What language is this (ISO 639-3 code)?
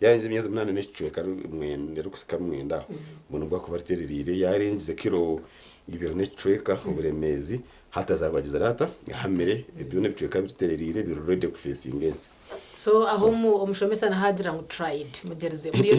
nyn